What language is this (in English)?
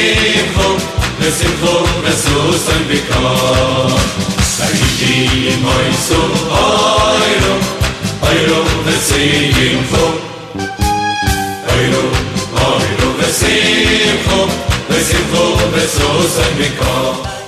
Hebrew